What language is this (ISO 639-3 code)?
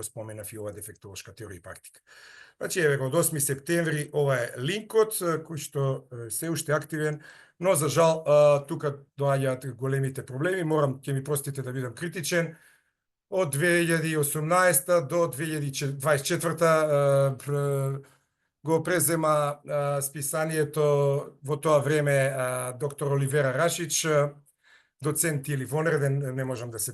mkd